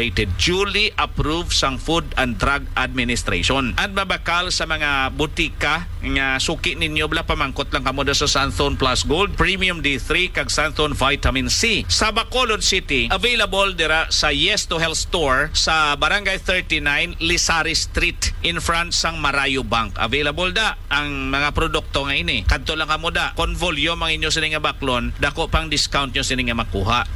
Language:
Hiligaynon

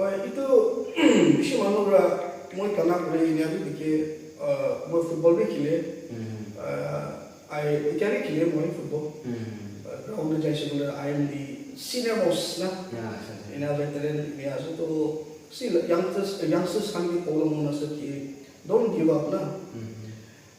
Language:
Naga Pidgin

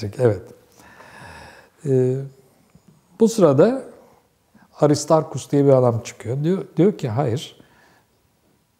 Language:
Turkish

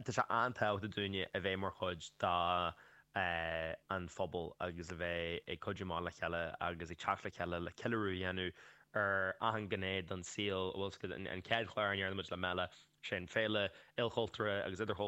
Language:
Irish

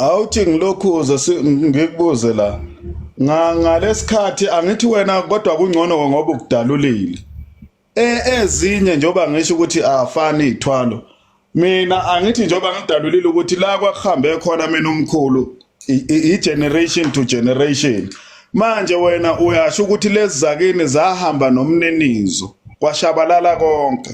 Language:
Zulu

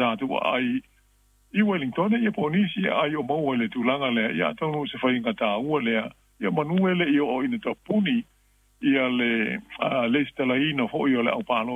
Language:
Samoan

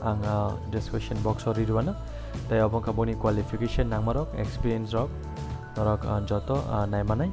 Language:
Kok Borok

